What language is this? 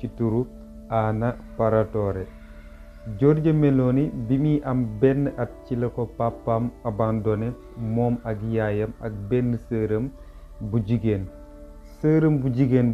Wolof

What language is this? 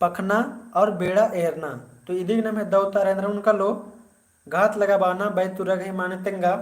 Kurukh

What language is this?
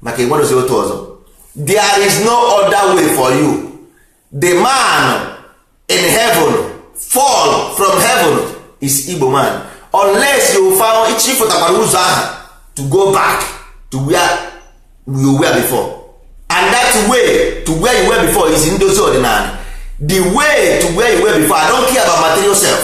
Igbo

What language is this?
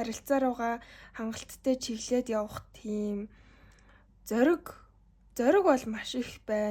Mongolian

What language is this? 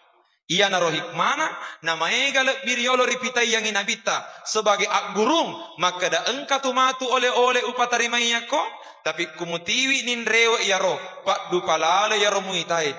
Buginese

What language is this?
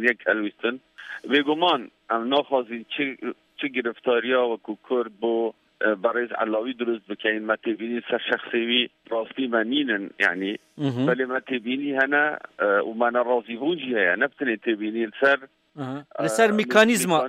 Kurdish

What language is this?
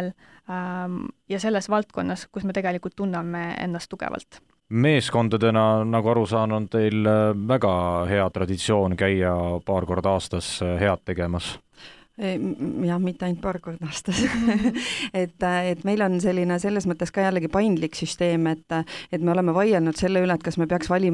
Estonian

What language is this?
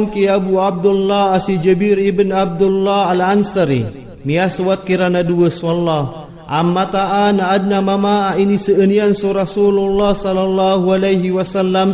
Maranao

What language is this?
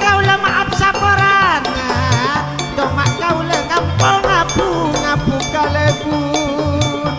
Madurese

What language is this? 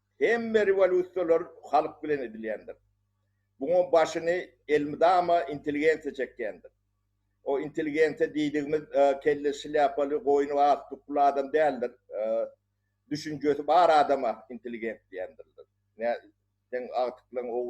Turkmen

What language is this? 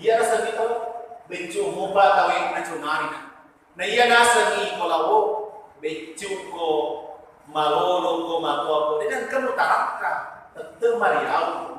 Buginese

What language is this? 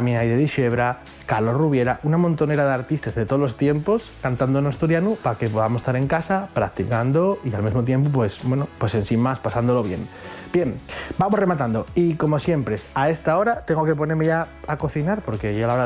Asturian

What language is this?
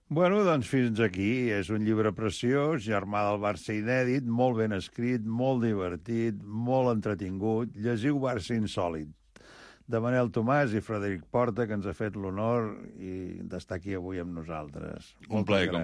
Catalan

